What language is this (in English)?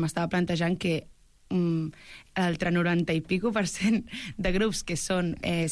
Catalan